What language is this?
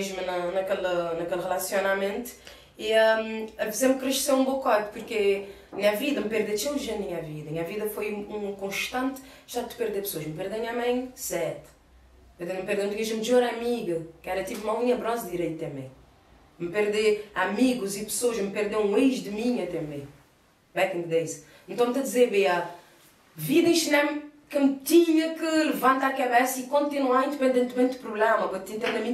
Kabuverdianu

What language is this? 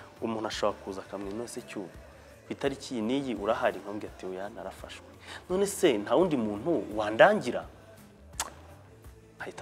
Kinyarwanda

